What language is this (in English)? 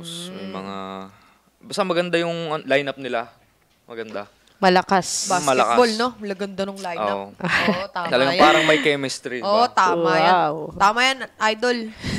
Filipino